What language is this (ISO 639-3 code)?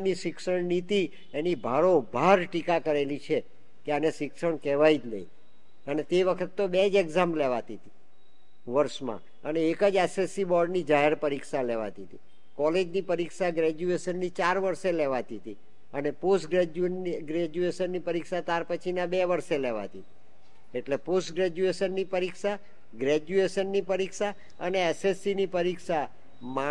guj